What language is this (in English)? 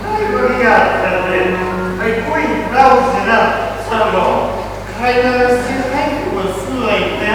Manipuri